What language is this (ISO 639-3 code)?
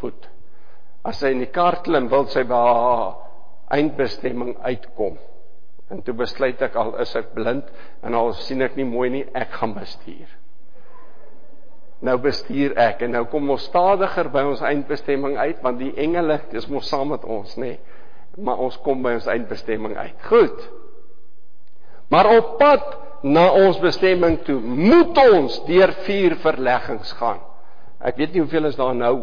afr